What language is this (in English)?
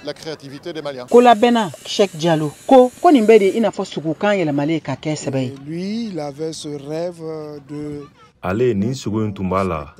Bambara